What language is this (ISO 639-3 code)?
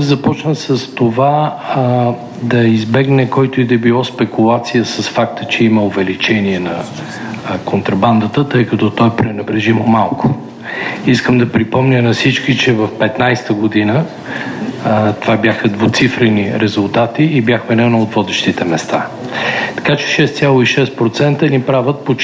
bul